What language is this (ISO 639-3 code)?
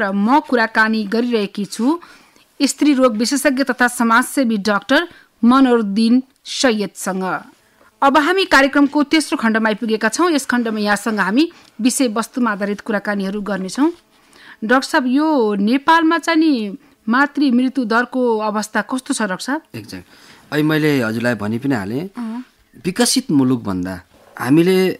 nep